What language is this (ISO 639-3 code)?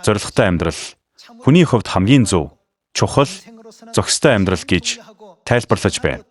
mon